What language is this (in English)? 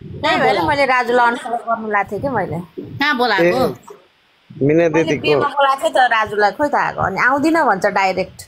Nepali